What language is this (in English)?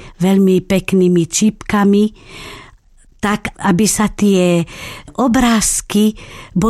Slovak